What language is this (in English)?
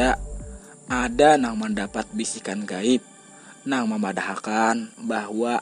Banjar